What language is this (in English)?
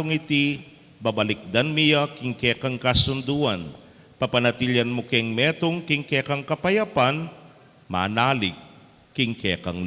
Pampanga